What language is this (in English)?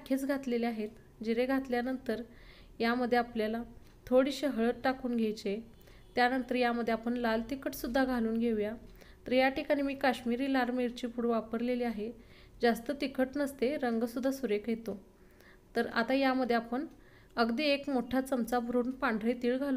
Marathi